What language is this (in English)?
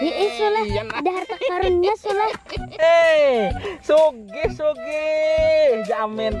Banjar